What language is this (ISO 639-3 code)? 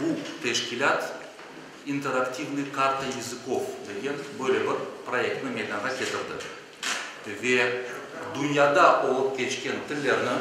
crh